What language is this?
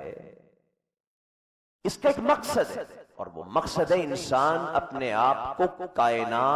Urdu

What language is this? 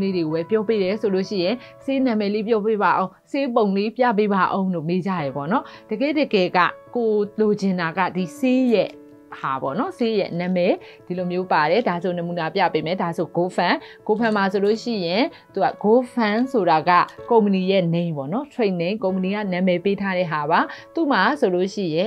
Burmese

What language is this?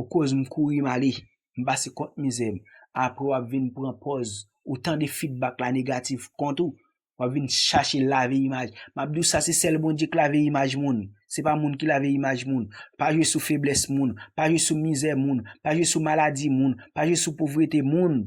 Haitian Creole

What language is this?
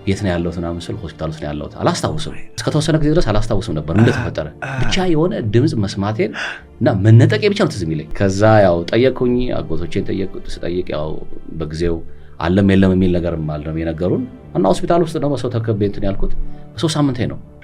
Amharic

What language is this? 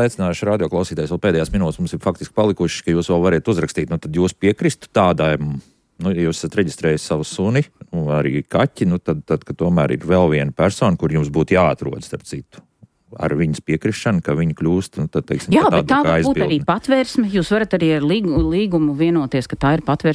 Latvian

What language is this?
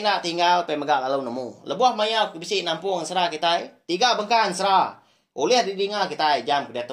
Iban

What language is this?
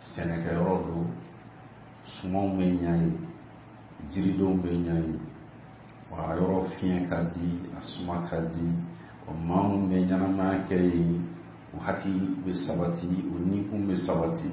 Bambara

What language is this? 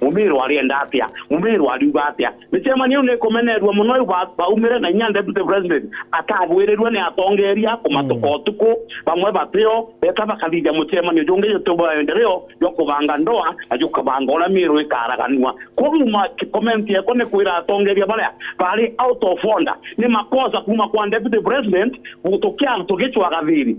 Meru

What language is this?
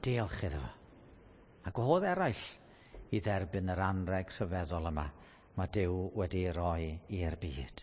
Welsh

